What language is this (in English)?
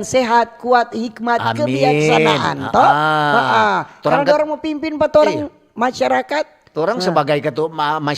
Manado Malay